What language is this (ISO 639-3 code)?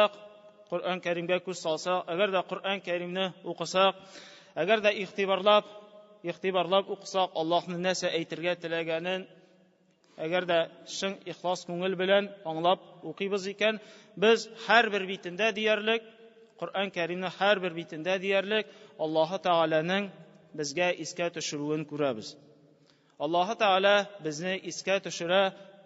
tat